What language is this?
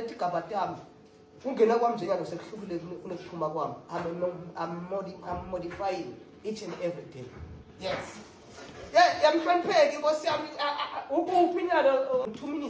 Swati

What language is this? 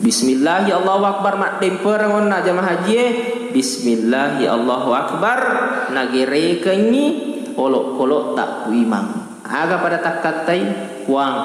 Buginese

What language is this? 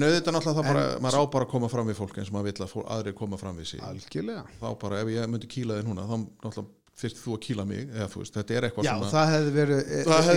Icelandic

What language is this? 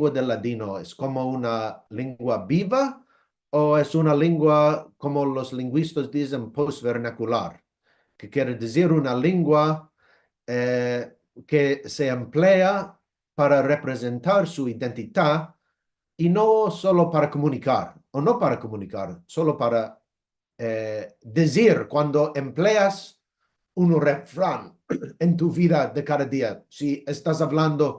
Ladino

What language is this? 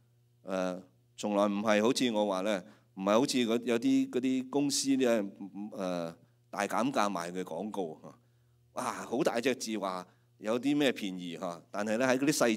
Cantonese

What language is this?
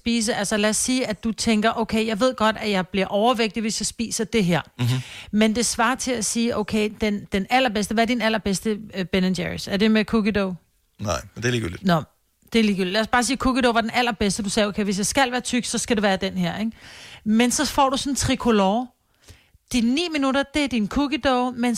Danish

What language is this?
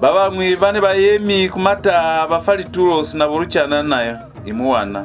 Lozi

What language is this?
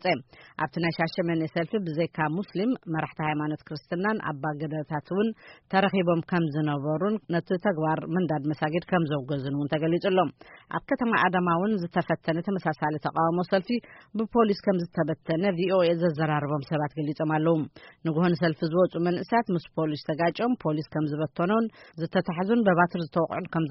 Tigrinya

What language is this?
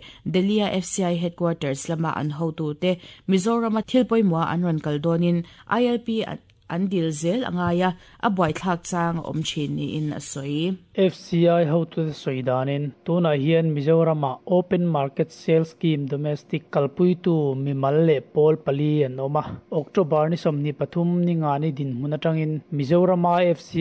Mizo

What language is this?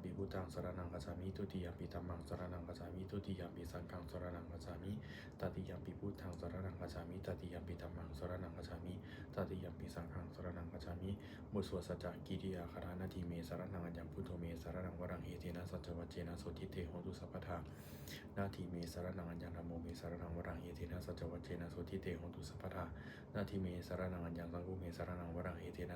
Pali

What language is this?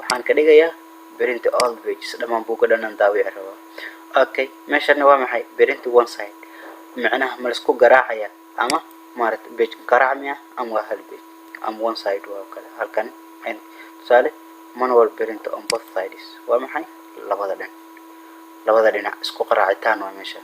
Somali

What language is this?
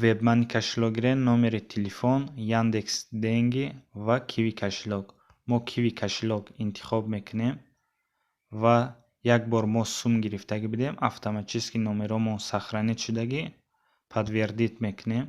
Tajik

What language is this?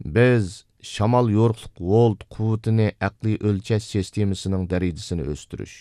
Uyghur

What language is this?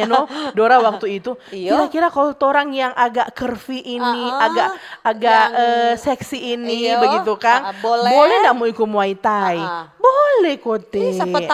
Manado Malay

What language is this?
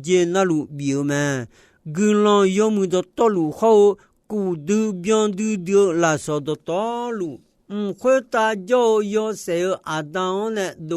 Akha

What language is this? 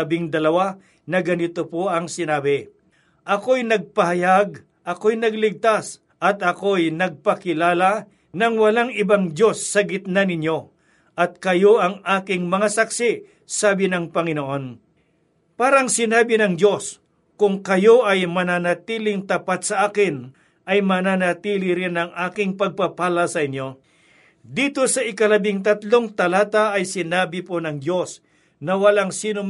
Filipino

